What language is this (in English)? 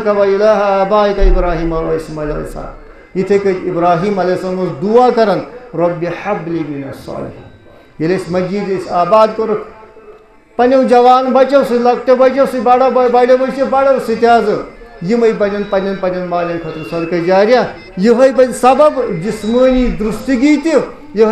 Kashmiri